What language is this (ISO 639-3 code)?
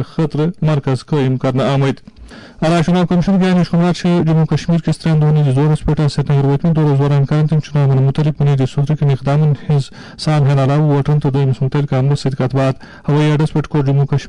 kas